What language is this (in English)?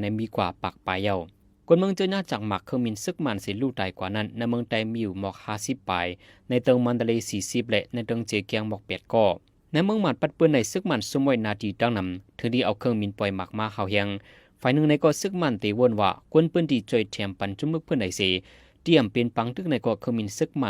Shan